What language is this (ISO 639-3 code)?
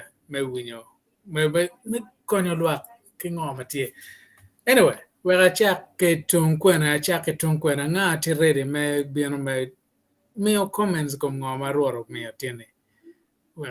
ach